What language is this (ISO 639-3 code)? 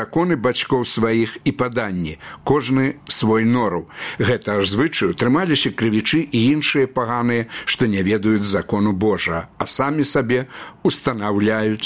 bel